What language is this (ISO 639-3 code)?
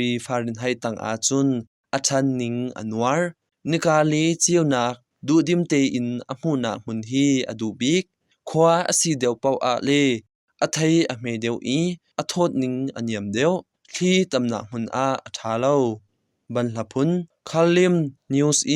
cnh